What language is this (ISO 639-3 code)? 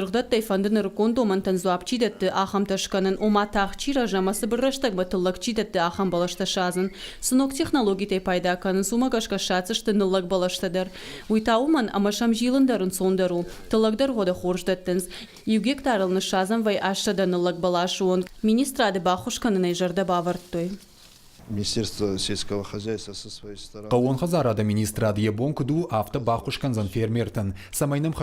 oss